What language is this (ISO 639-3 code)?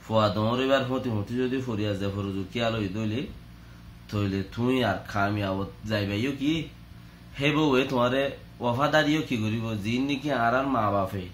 rhg